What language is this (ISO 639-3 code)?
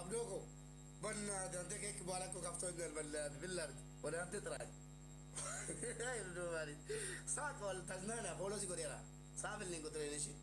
orm